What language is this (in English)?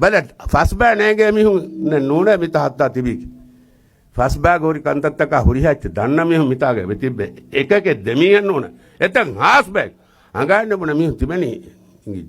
Divehi